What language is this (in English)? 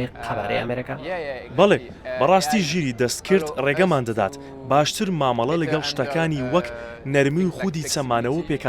Central Kurdish